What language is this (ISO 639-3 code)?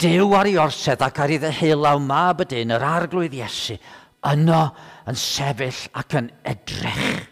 cym